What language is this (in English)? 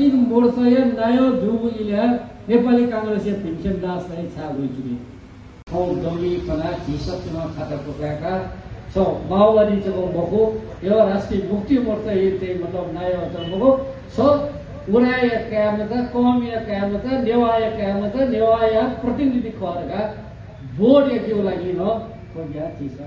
Newari